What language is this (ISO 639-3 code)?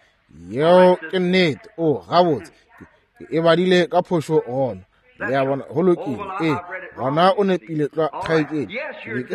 nso